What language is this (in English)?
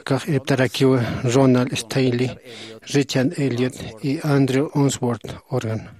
Aymara